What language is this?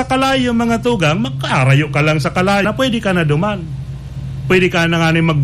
Bikol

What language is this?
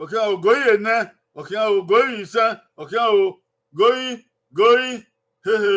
Bini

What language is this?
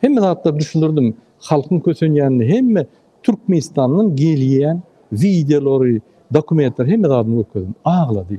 Turkmen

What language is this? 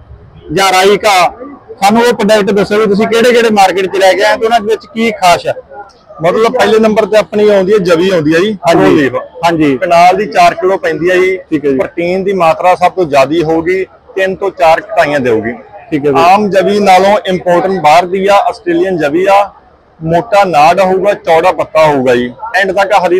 Punjabi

